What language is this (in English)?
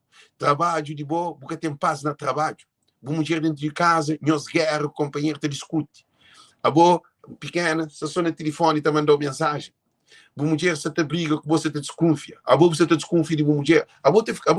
Kabuverdianu